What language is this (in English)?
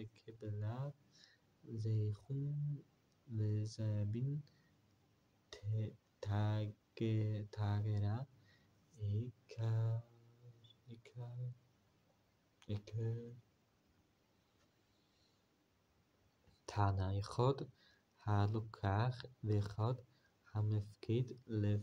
Hebrew